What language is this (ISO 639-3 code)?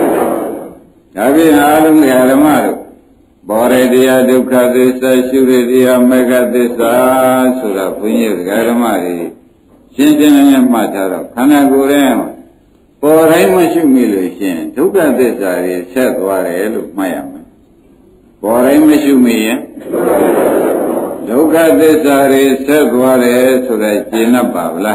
mya